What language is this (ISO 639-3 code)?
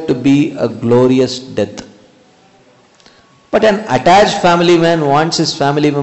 eng